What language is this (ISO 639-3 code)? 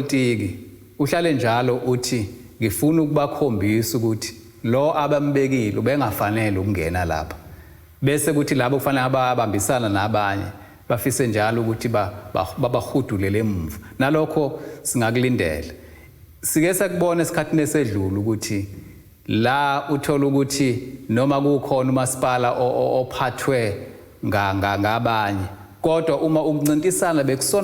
zul